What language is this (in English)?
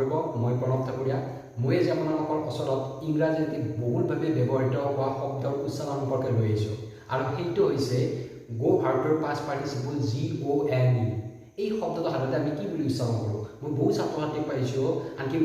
Assamese